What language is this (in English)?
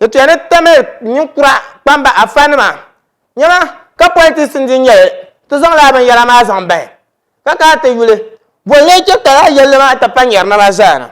Dagbani